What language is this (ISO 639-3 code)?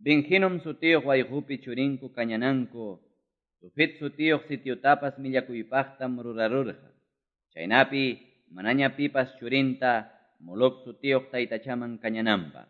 que